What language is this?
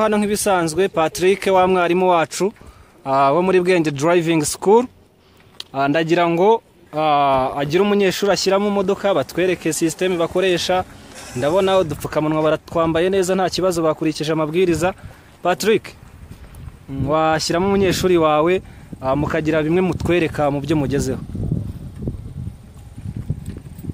Kinyarwanda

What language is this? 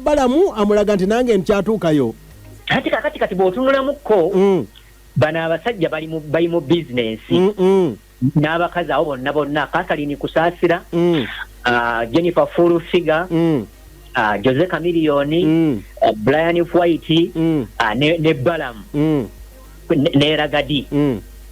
Ganda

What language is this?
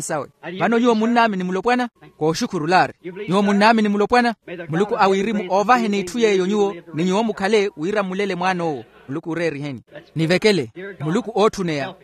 Makhuwa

